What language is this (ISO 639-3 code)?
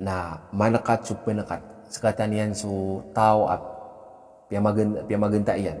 mrw